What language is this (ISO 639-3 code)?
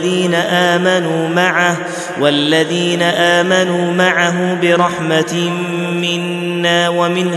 ara